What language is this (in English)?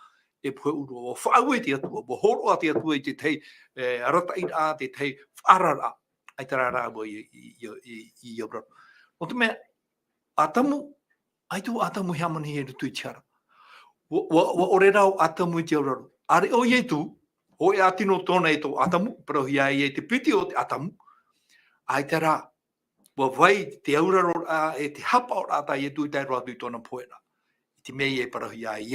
Tahitian